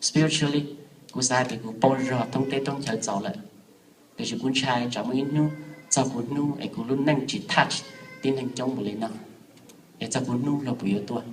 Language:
Hmong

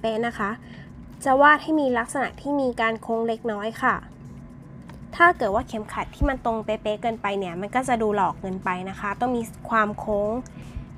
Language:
Thai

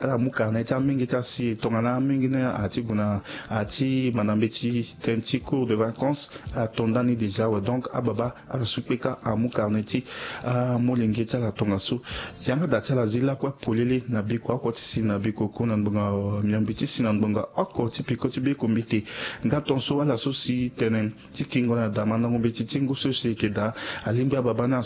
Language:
Sango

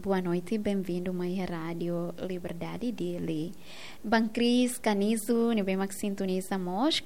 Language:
Tetum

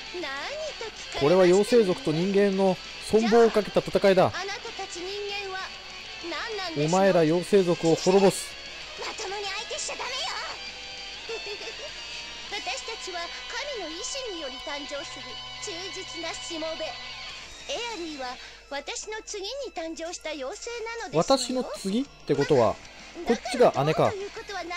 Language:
Japanese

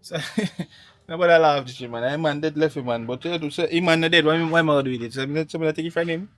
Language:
Jamaican Creole English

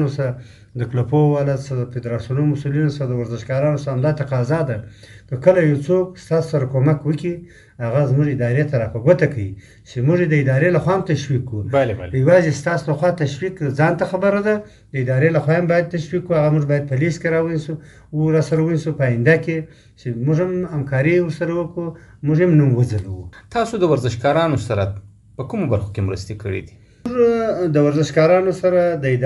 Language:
Pashto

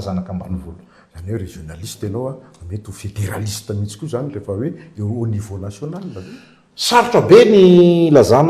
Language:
Malagasy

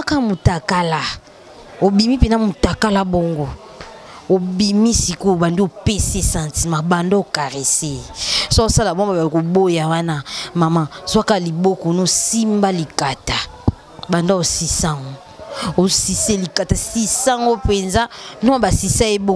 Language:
Lingala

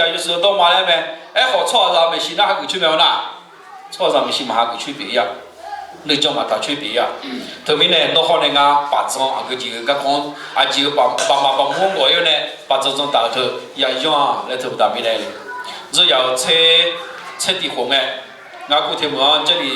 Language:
Akha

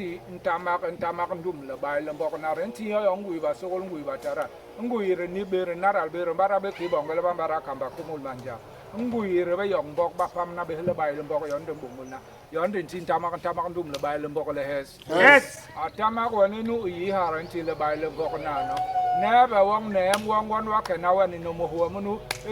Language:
Basaa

